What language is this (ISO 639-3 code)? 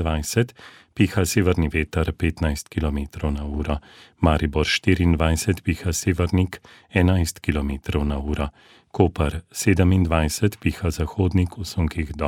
slv